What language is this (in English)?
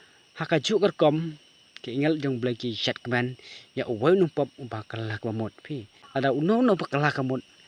Khasi